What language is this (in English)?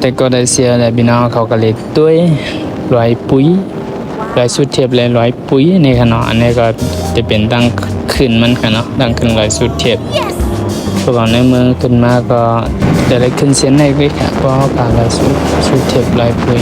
Shan